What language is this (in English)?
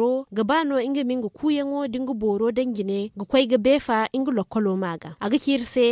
Zarma